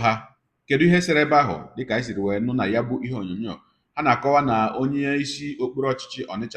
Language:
Igbo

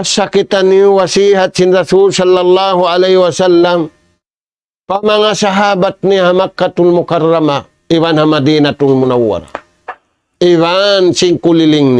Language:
Tausug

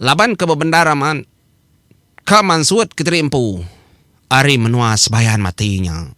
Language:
Iban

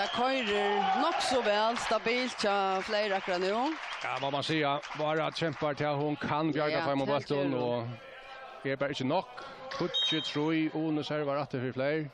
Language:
Faroese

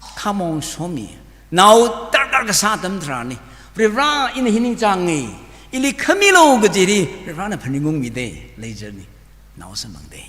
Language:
Tangkhul Naga (India)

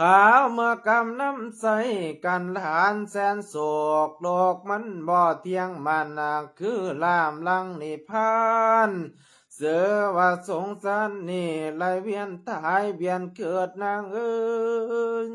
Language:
Lao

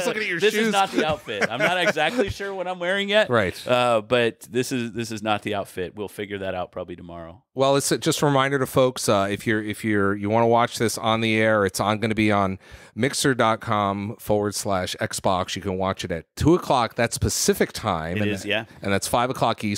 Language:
English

